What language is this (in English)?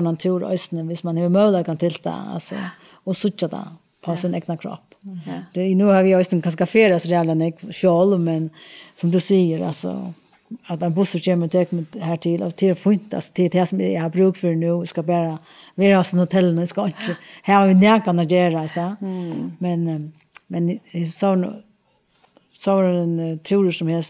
Faroese